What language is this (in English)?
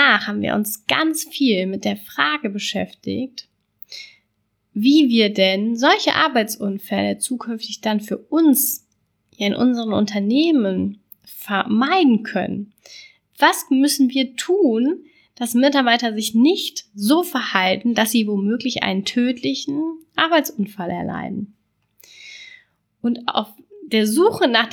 German